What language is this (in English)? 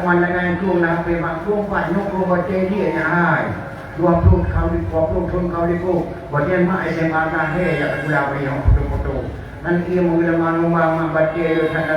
Achinese